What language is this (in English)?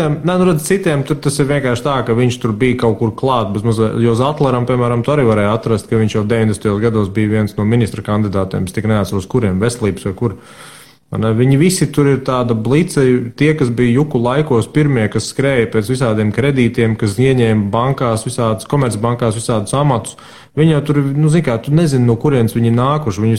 Latvian